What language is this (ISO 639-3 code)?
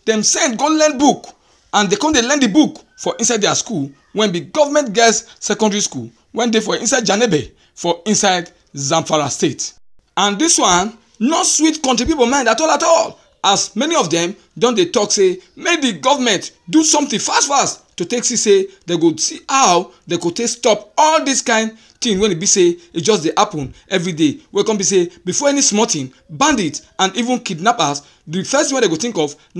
pcm